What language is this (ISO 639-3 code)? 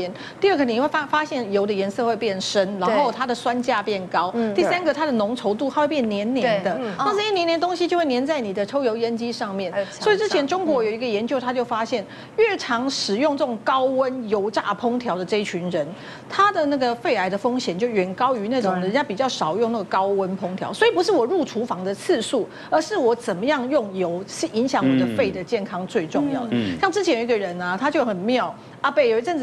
zho